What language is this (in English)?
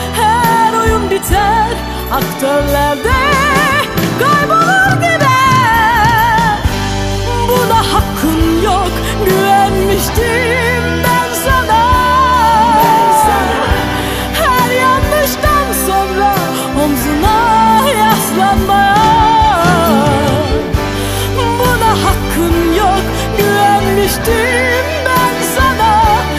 Turkish